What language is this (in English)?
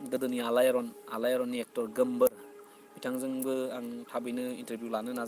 Bodo